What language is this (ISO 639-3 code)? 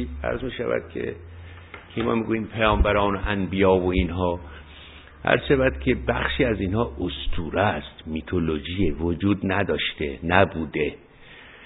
fas